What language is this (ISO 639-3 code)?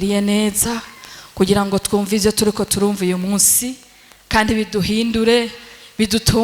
run